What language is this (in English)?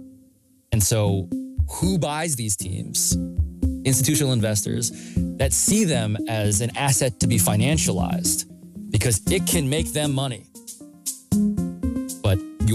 English